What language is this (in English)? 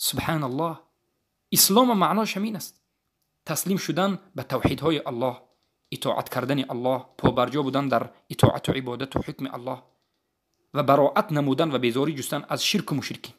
Tajik